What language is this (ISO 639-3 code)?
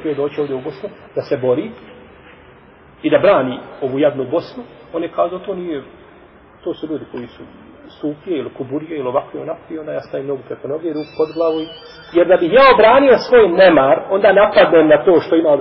bos